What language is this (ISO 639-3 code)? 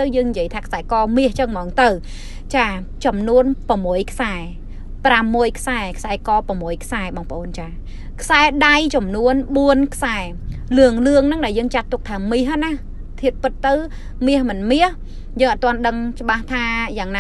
khm